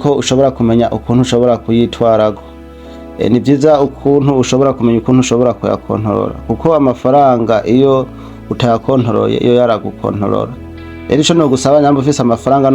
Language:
Rundi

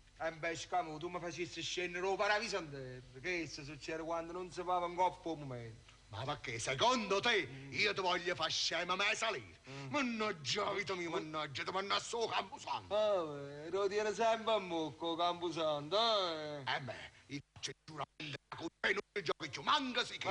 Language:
Neapolitan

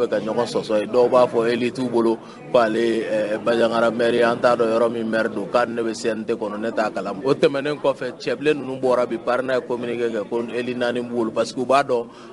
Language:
Bambara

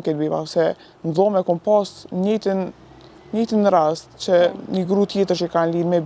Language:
Albanian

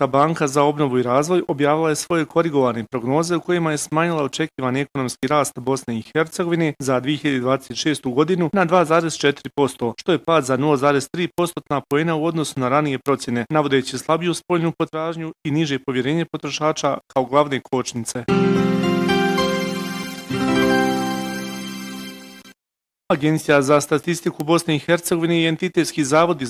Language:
Bosnian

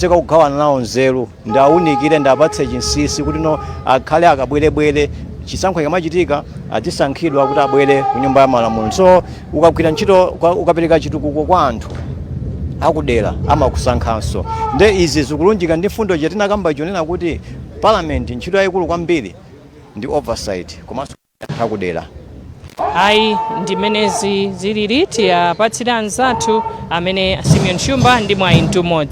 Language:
Nyanja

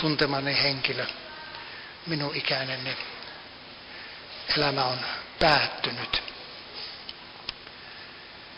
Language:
Finnish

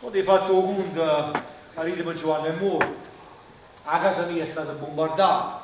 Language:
Neapolitan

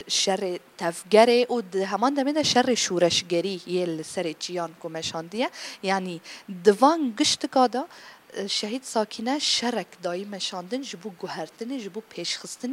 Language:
Kurdish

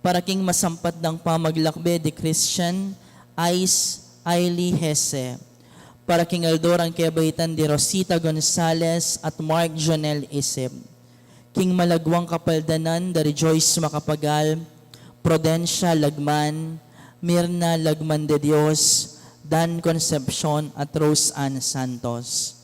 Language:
Pampanga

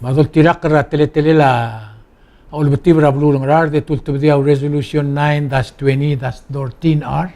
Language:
Palauan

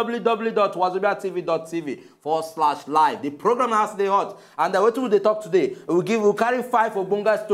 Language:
Nigerian Pidgin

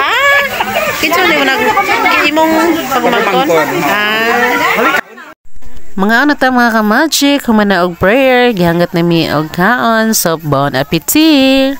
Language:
Cebuano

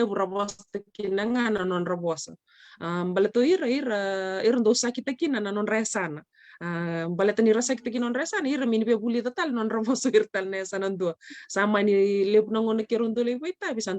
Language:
Fijian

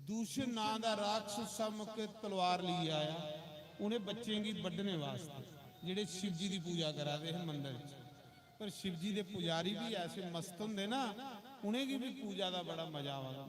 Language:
Dogri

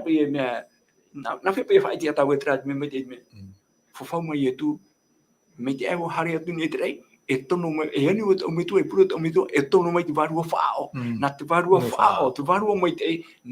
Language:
Tahitian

